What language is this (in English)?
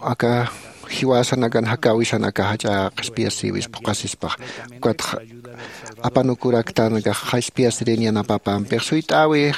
Aymara